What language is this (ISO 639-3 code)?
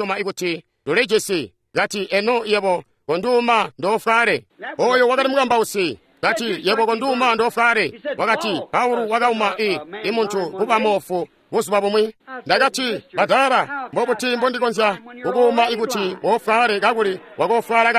toi